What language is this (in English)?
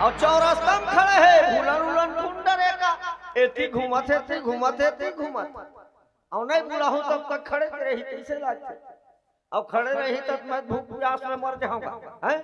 Chhattisgarhi